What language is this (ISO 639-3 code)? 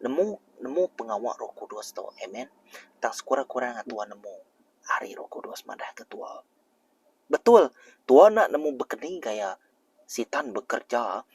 iba